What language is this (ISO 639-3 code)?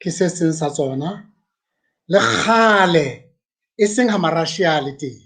sot